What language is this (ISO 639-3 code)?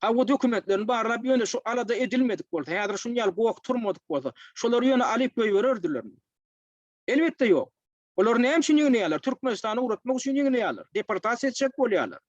tuk